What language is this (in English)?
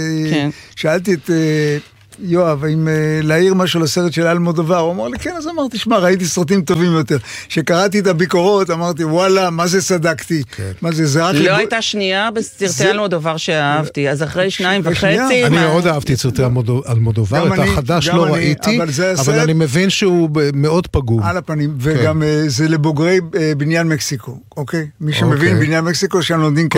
Hebrew